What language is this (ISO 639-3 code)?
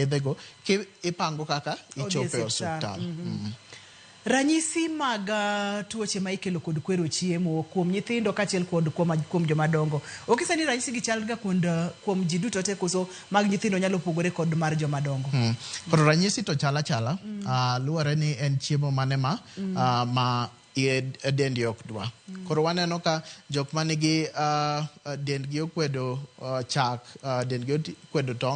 luo